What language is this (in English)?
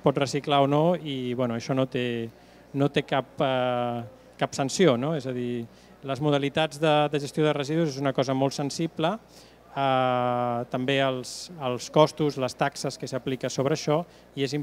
Catalan